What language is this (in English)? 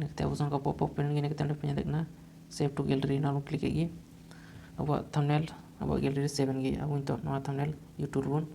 Santali